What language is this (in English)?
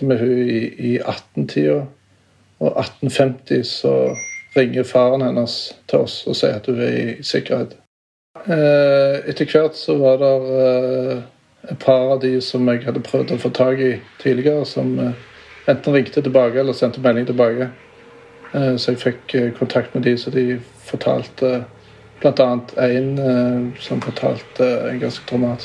Norwegian